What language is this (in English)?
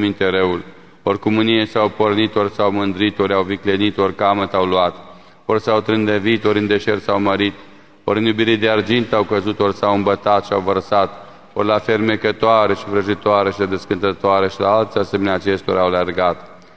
Romanian